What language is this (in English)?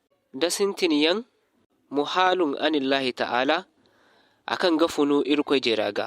Zarma